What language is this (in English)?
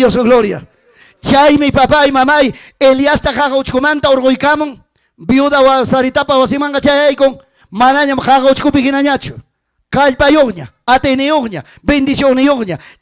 Ayacucho Quechua